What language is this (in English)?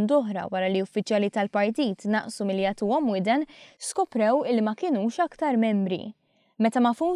Maltese